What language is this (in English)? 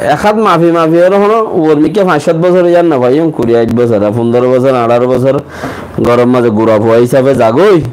Rohingya